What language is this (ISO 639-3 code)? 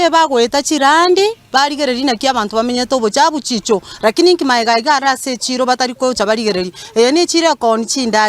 guz